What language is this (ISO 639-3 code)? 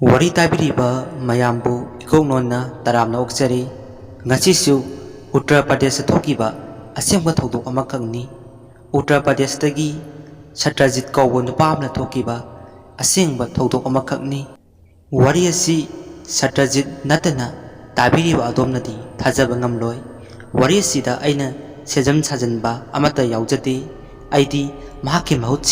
mni